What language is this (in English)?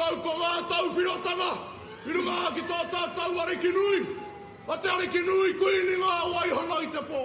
Māori